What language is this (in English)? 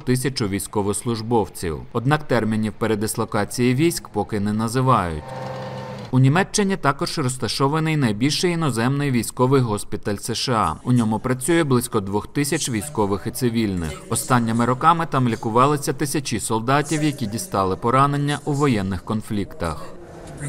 Ukrainian